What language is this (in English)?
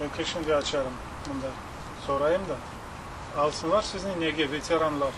Crimean Tatar